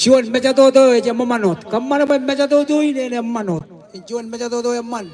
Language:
Marshallese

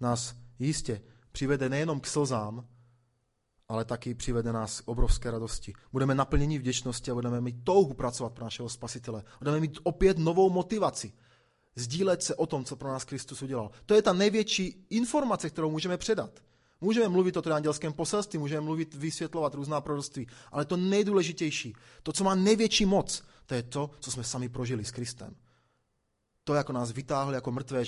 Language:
Czech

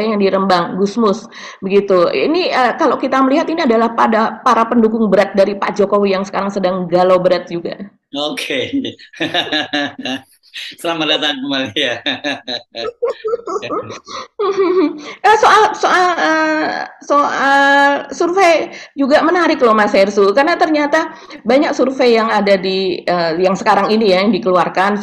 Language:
Indonesian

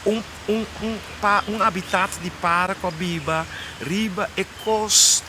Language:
Papiamento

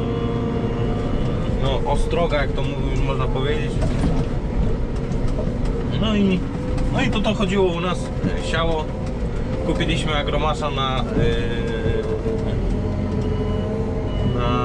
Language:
Polish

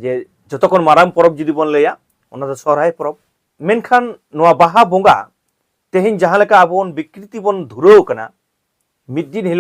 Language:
Santali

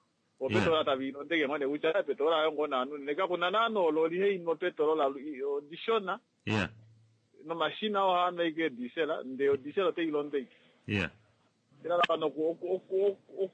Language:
Kuanyama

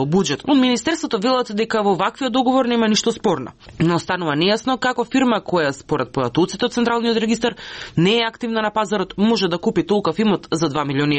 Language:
Macedonian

